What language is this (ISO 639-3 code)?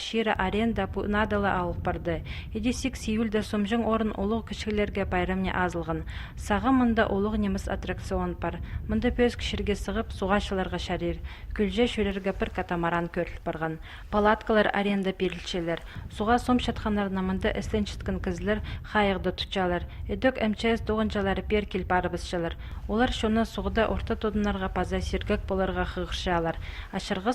kjh